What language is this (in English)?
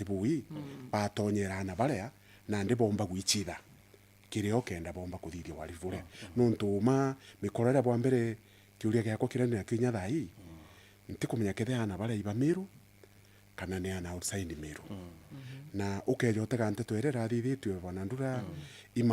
Meru